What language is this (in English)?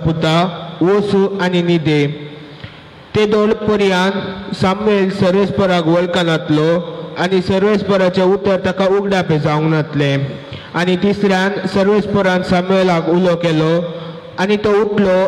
Konkani